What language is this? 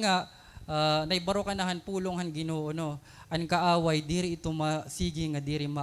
Waray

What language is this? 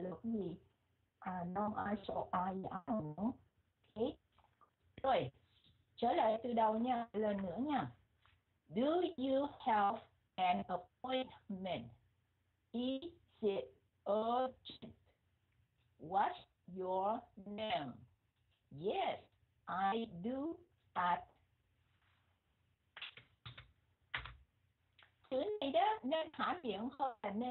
Vietnamese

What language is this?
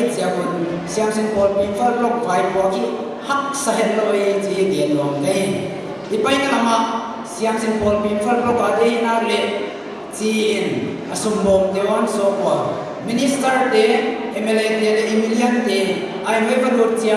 Paite Chin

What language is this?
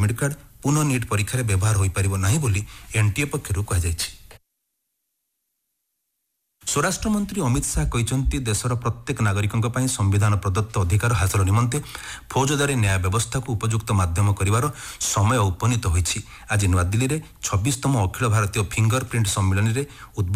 Odia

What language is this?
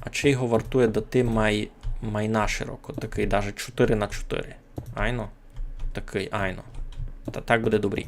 Rusyn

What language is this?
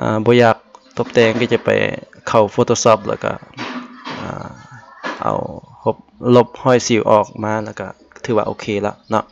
Lao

